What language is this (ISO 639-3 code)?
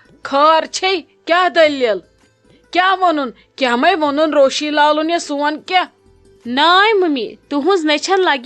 kas